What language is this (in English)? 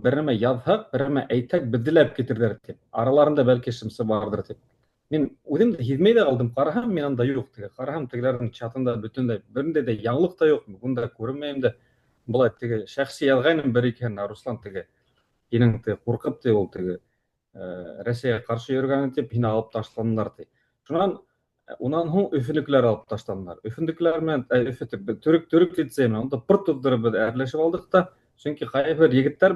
Bashkir